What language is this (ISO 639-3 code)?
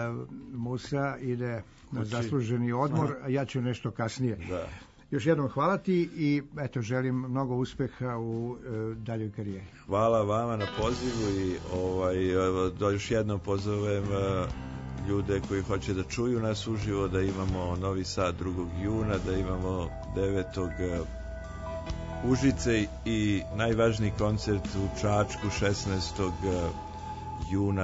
srp